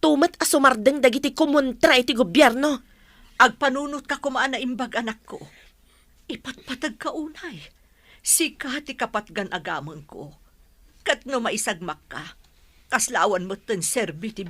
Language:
Iloko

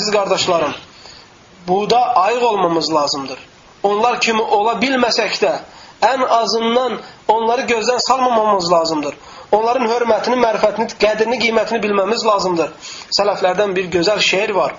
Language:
Azerbaijani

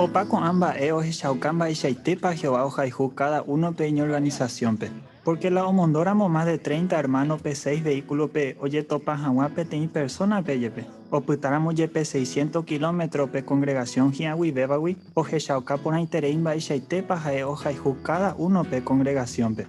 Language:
Guarani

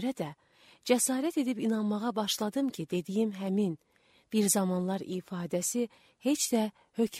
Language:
Azerbaijani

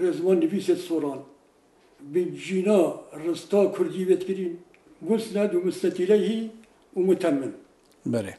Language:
Kurdish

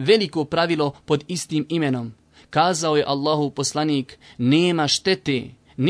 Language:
Bosnian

